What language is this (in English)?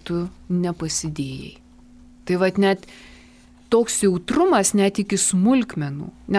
Lithuanian